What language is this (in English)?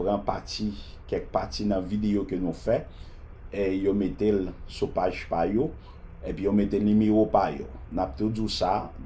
Haitian Creole